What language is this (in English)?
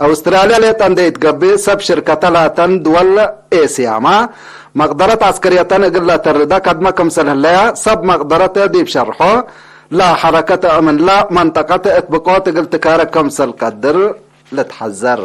Tigre